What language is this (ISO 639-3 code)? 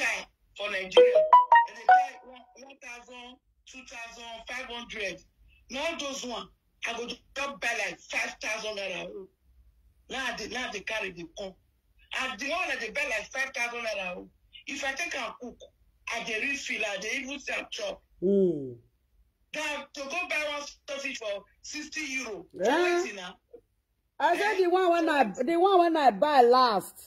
pcm